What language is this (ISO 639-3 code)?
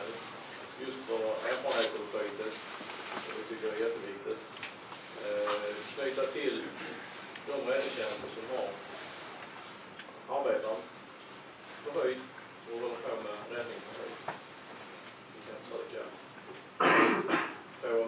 swe